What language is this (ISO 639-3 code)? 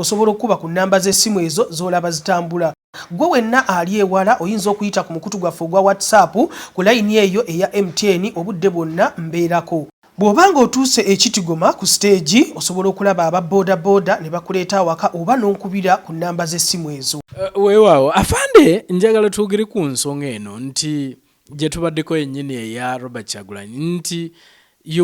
lug